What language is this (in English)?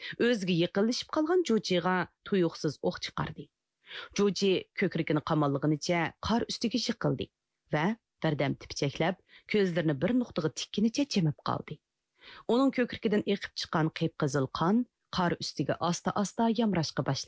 Uyghur